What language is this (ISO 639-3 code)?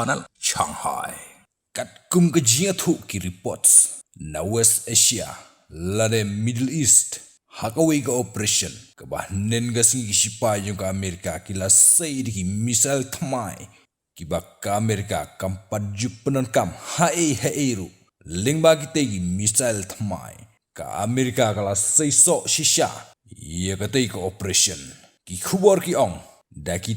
kha